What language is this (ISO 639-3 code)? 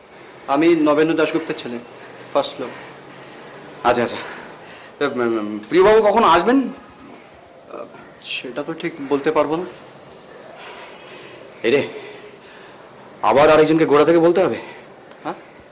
ben